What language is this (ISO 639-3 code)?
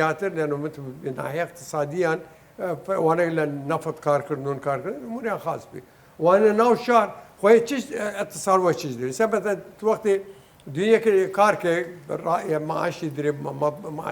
sdh